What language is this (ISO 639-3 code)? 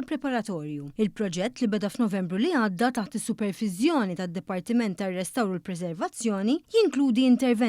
mlt